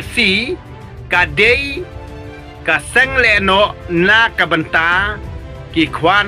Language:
Khasi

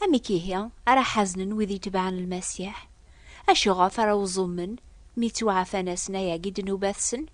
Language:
Kabyle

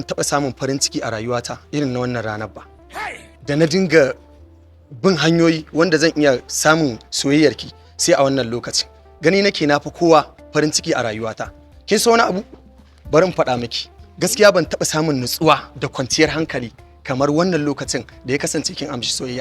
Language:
Hausa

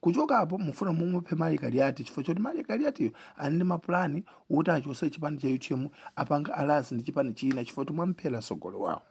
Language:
Nyanja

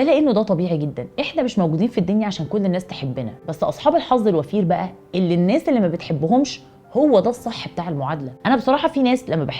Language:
Egyptian Arabic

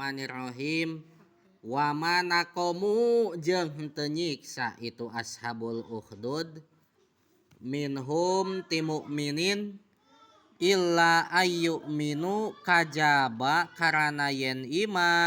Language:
Sundanese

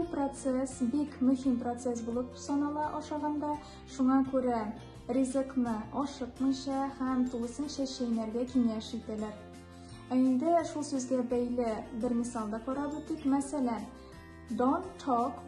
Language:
Tatar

